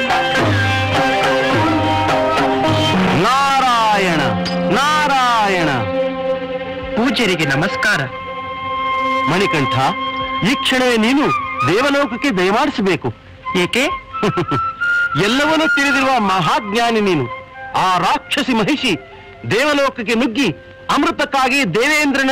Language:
Kannada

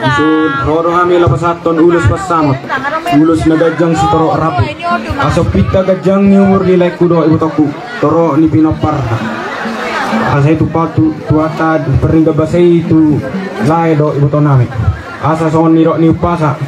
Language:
Batak Toba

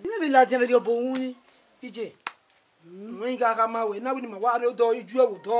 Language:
Bini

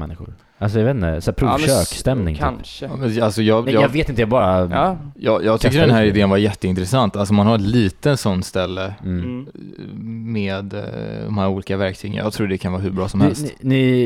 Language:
Swedish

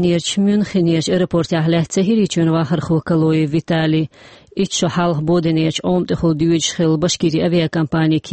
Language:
Chechen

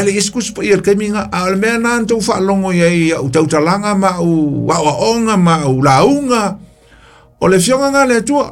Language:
Samoan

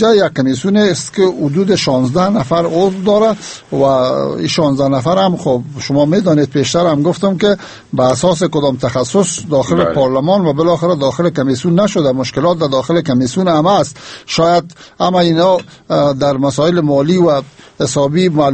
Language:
Persian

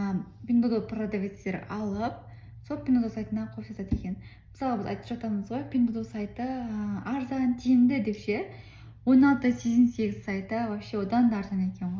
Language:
Kazakh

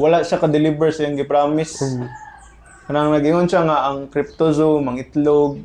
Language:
Cebuano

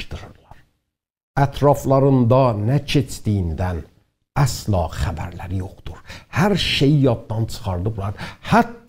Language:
South Azerbaijani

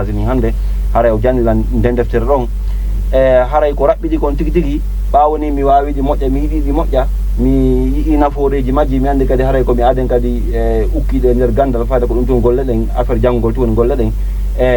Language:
Fula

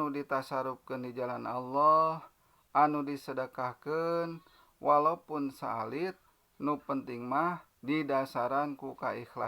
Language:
Sundanese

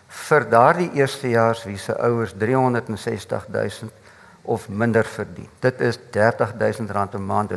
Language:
Afrikaans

